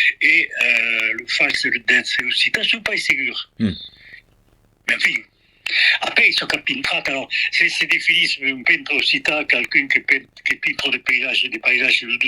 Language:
Occitan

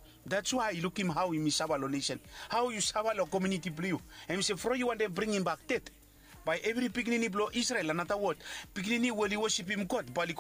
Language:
Bislama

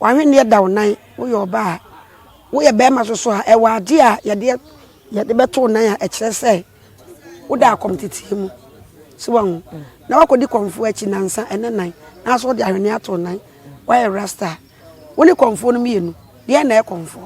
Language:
Akan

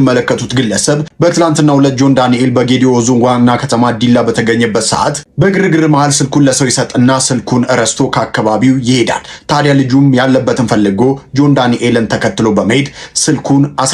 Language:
Amharic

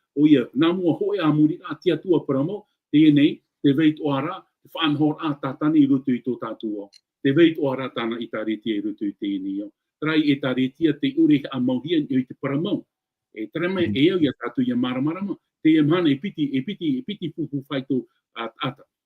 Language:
Tahitian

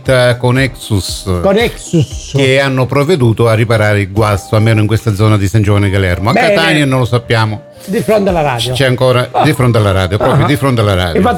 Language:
Italian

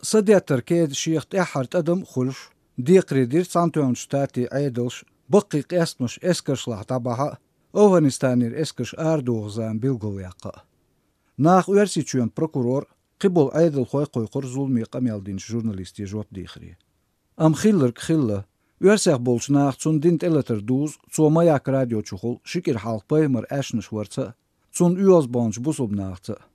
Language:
Chechen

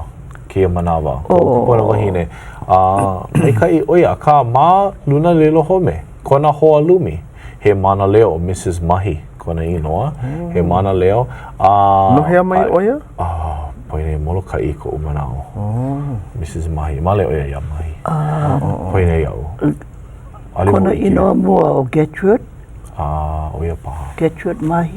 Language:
Hawaiian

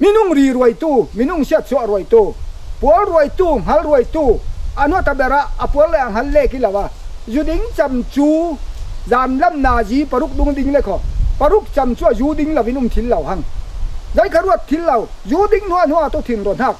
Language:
Falam Chin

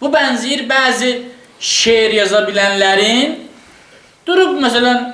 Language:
Azerbaijani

